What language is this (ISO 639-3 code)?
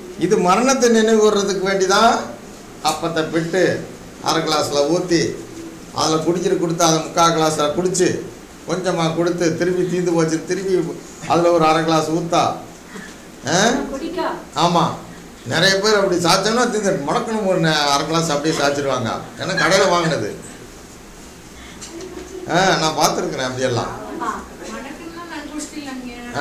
tam